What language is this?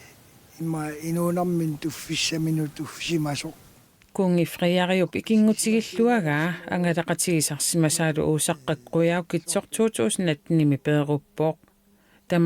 Kalaallisut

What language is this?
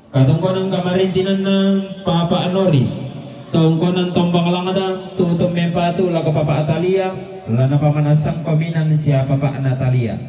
Toraja-Sa'dan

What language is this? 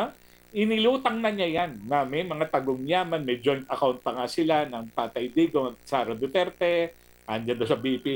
Filipino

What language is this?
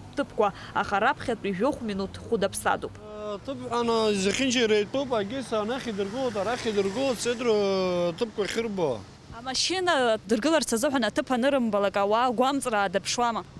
Abkhazian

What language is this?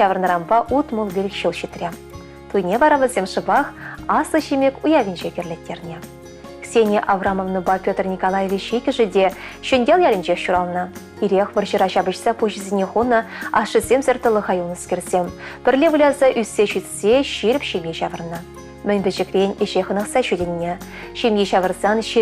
Chuvash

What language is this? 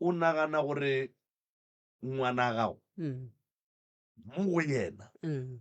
Northern Sotho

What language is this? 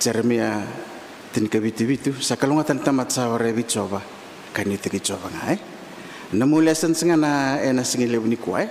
Fijian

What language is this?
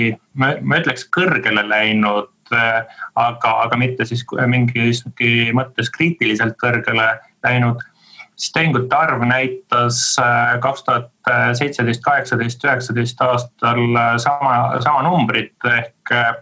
Estonian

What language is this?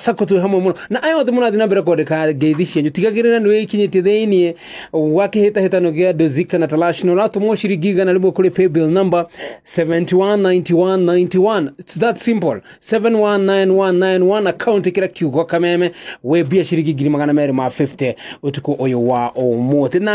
Kikuyu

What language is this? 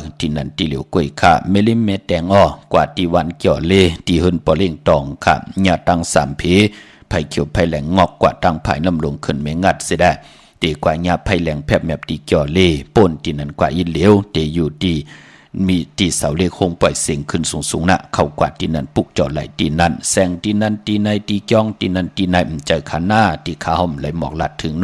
Shan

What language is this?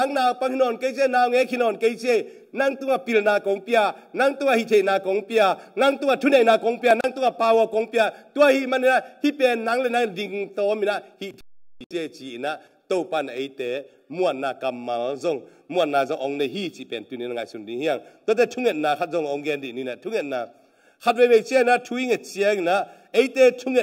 Tedim Chin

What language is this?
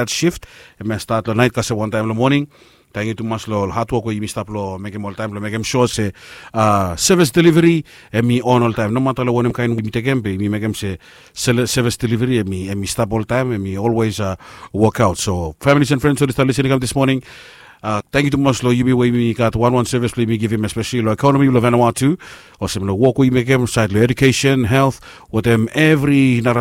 Bislama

